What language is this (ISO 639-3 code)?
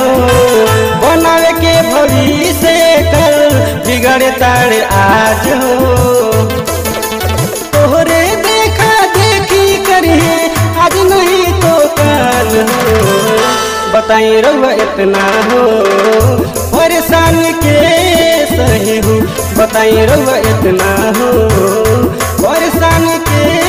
bho